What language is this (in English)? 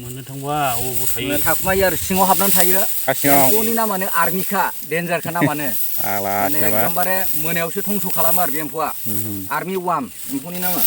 Bodo